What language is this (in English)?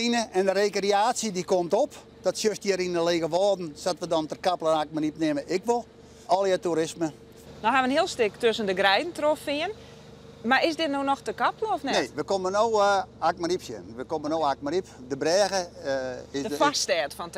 Western Frisian